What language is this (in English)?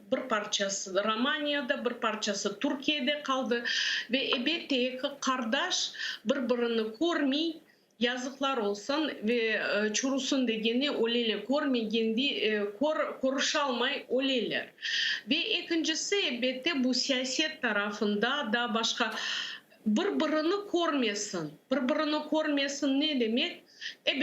Crimean Tatar